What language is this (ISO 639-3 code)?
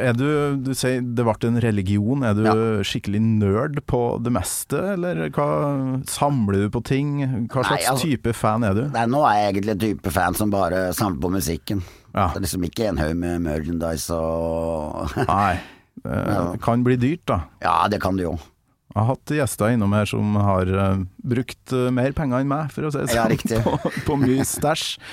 nor